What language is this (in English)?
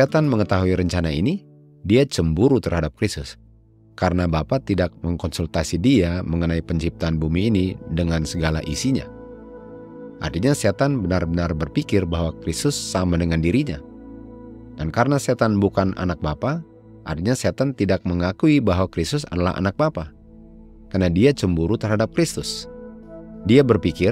Indonesian